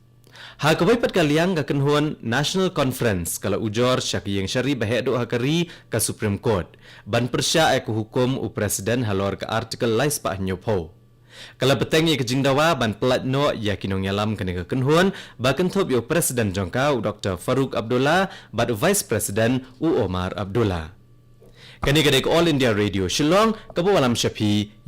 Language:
Khasi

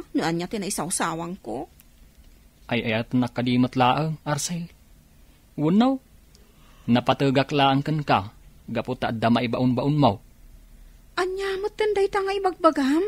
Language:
Iloko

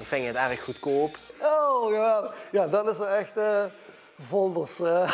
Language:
Limburgish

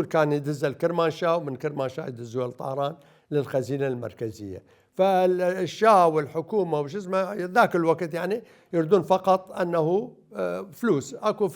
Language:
Mesopotamian Arabic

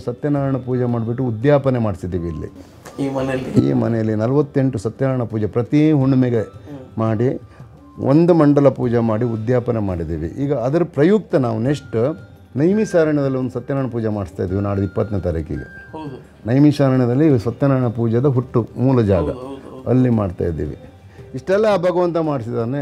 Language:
Kannada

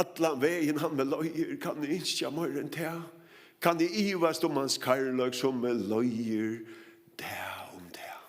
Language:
Faroese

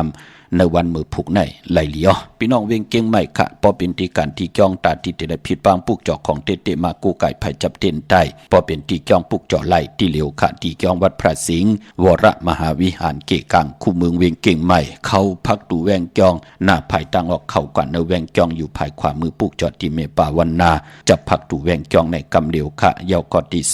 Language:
Shan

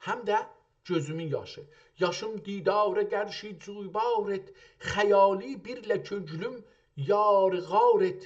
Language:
South Azerbaijani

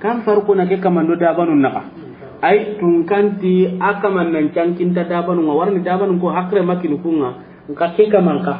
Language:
Soninke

